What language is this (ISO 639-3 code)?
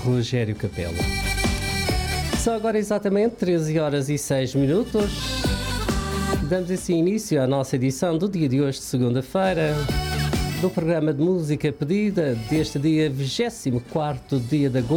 por